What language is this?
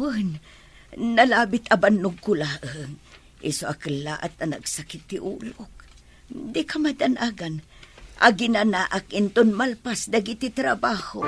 Iloko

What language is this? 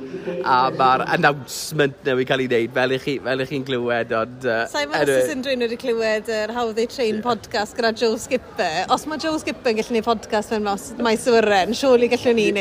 Welsh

